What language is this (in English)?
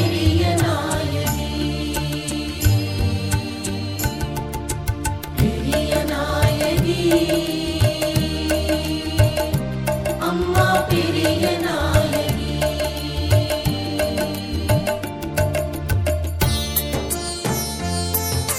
Tamil